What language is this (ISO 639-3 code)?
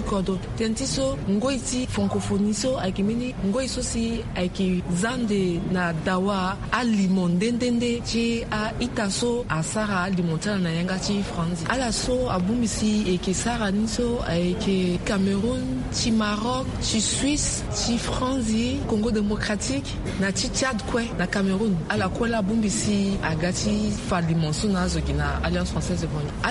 sag